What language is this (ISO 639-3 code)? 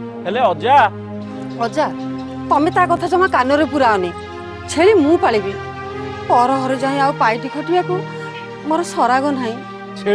ori